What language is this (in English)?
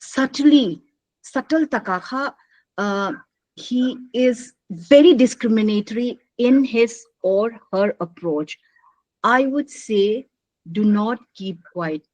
Paite Chin